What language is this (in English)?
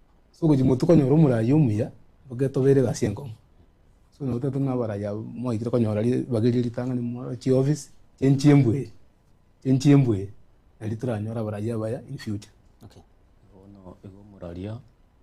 Gusii